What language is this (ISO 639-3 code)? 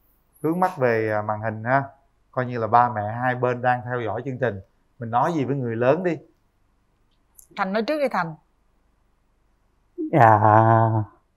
vie